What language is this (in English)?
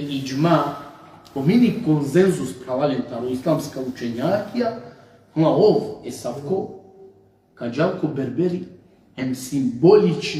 Balkan Romani